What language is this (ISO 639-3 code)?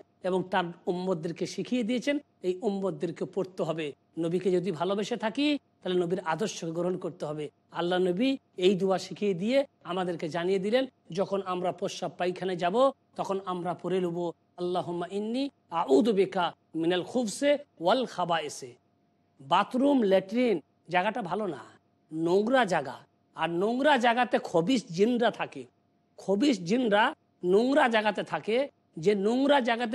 ben